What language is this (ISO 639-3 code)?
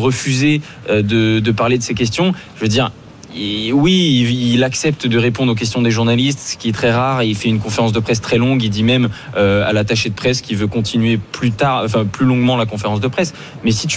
fra